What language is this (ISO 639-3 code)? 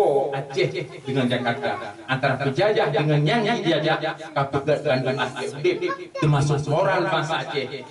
ace